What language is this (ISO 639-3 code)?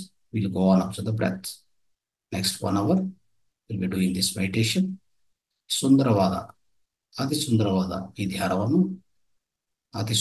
kan